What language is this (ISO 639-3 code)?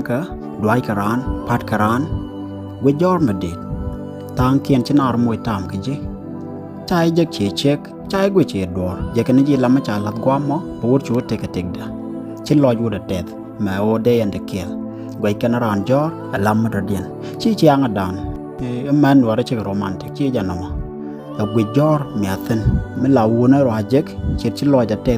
nus